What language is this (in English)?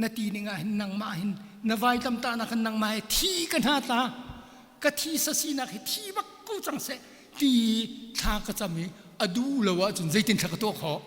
Hakha Chin